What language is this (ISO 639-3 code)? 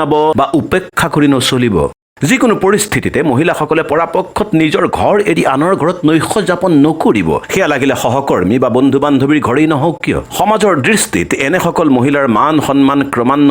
asm